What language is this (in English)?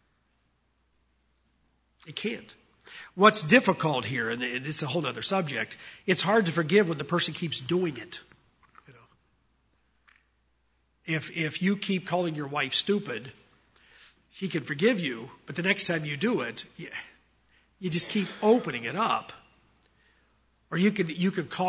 English